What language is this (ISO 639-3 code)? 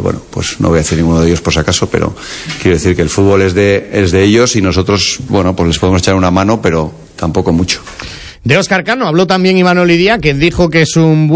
spa